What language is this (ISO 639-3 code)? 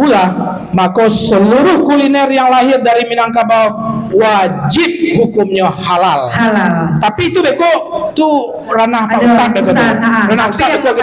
min